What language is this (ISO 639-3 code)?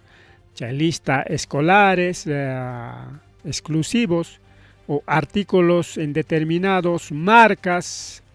quy